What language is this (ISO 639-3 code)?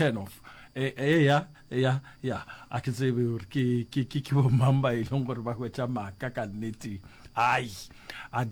nso